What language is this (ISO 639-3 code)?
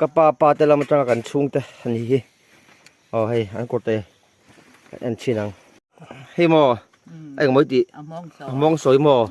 lus